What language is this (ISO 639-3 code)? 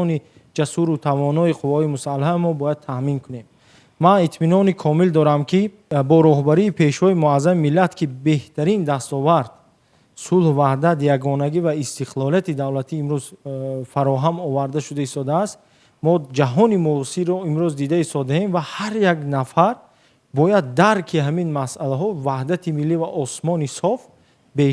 tgk